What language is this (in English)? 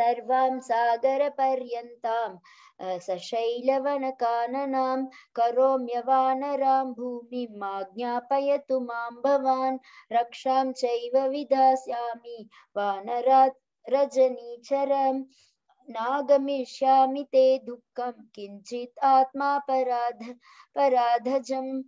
Sanskrit